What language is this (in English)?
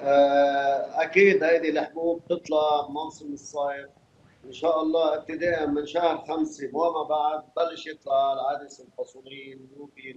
North Levantine Arabic